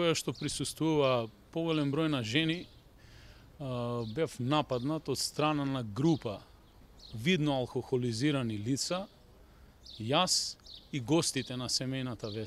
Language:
Macedonian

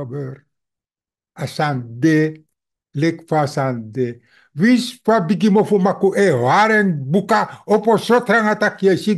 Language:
Sranan Tongo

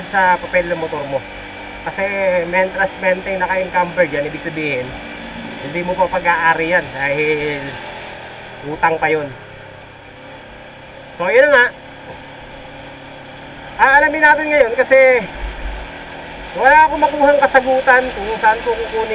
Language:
Filipino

